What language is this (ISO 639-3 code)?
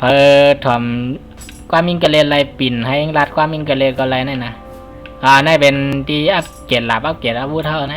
shn